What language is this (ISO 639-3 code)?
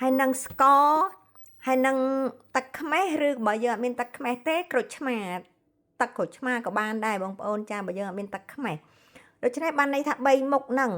khm